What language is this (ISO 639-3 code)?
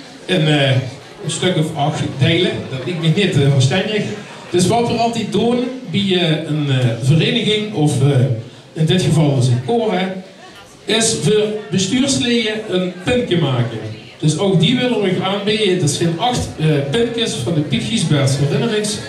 lim